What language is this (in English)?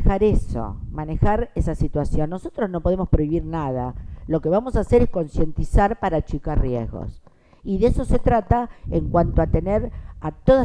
Spanish